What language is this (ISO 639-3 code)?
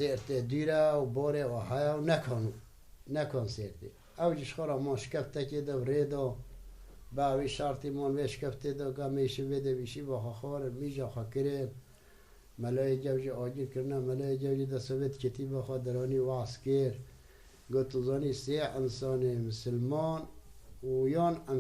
kur